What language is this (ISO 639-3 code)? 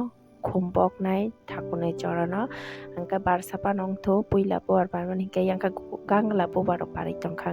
trp